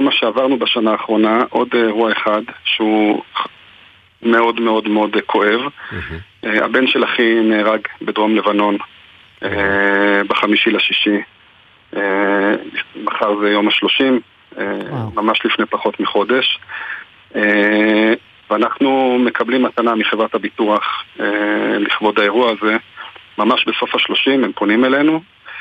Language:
Hebrew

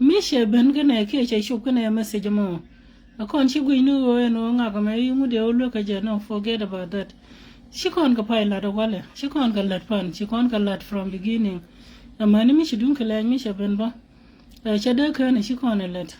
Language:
Nuer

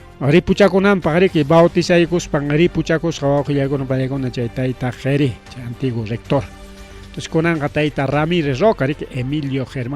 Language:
Ayacucho Quechua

